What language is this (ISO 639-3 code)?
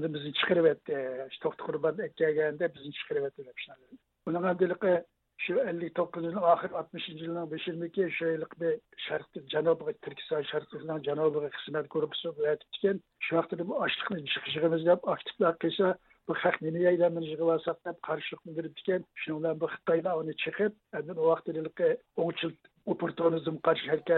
uig